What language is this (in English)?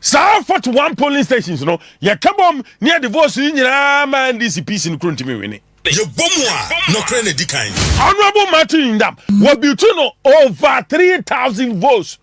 Akan